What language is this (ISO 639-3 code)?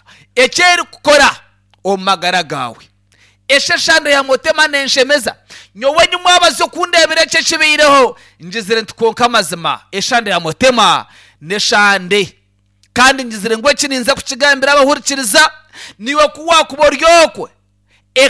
nyn